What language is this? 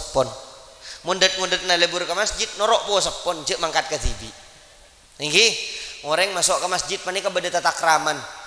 Madurese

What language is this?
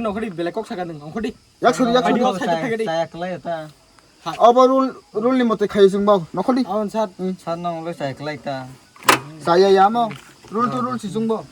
Kok Borok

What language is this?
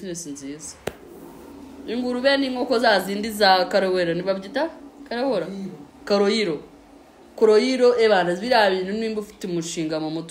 Kinyarwanda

